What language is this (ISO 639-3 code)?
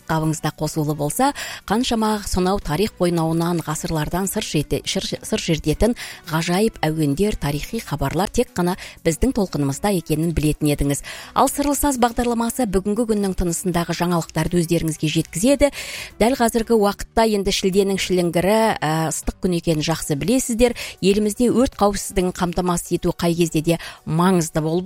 kaz